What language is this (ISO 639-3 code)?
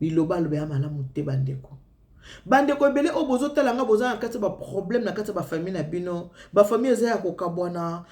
lin